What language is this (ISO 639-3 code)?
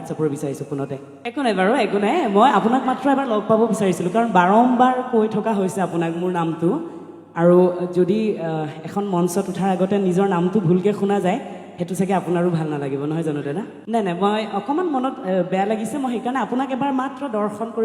asm